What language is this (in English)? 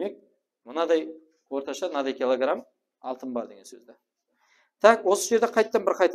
Kara-Kalpak